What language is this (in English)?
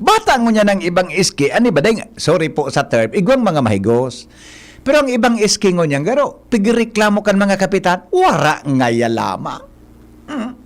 Bikol